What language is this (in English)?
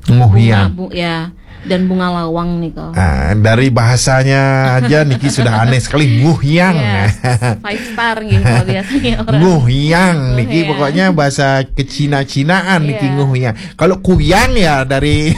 Balinese